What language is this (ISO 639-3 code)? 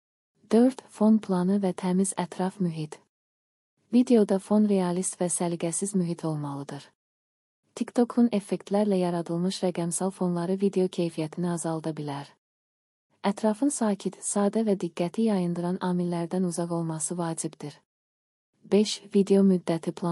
aze